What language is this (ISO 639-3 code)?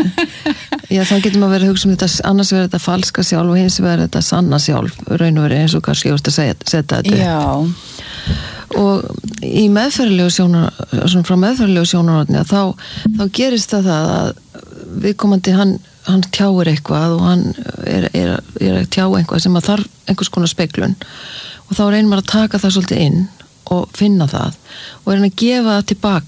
isl